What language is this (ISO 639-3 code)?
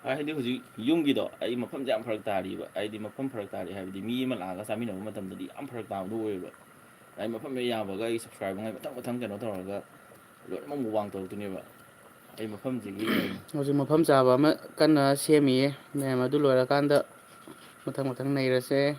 mni